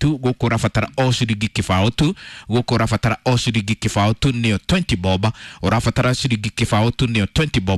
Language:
Kikuyu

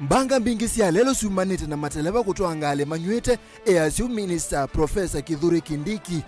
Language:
Kamba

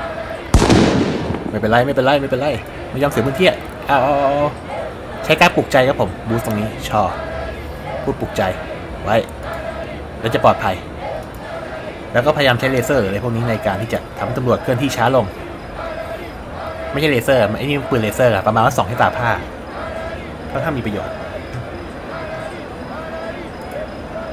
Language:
Thai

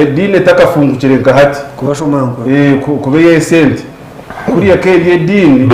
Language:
Nyankole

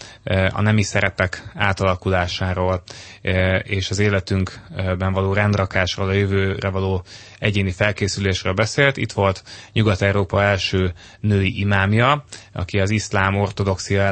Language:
Hungarian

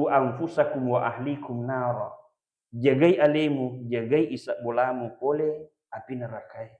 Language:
Buginese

